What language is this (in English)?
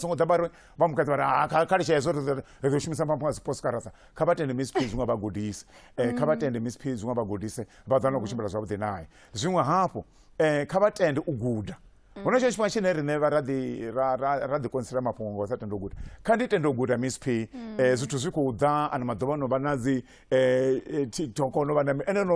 Venda